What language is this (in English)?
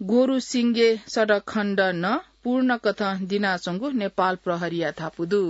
Newari